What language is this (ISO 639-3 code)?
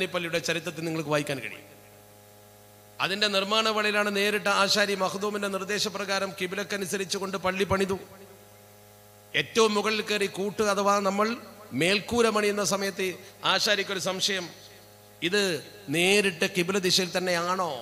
mal